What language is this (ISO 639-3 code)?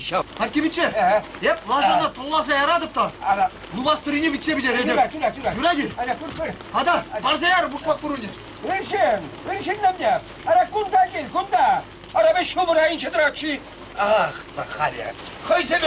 chv